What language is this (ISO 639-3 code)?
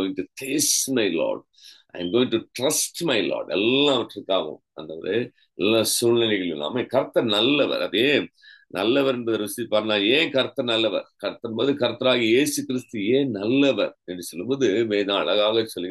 tam